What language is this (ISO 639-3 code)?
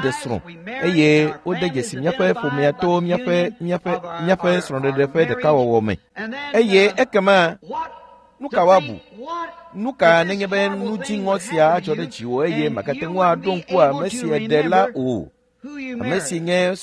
ewe